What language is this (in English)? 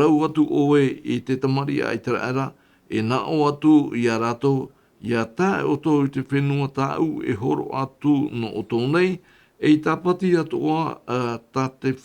Tahitian